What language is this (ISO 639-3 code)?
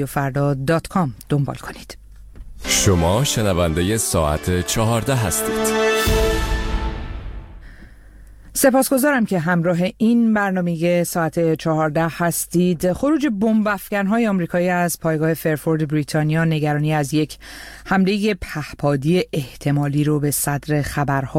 fas